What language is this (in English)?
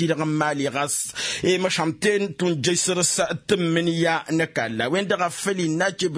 Tamasheq